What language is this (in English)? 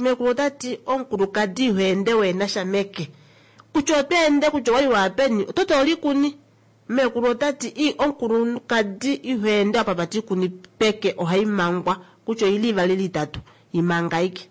Kuanyama